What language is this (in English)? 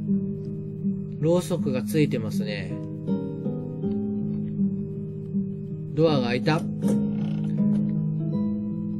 Japanese